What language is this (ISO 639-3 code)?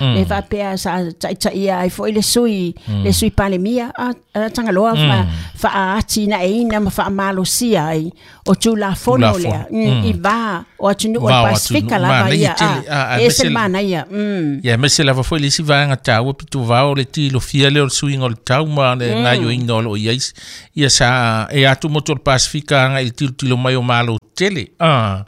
smo